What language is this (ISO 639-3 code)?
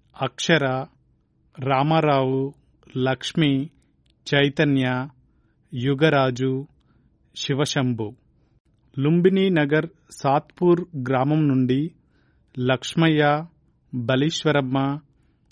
tel